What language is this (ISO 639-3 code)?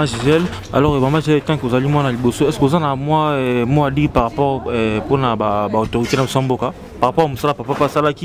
lin